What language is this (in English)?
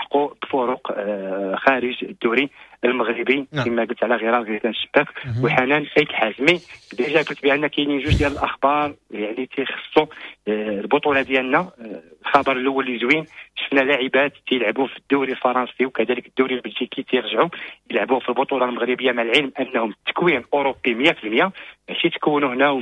Moroccan Arabic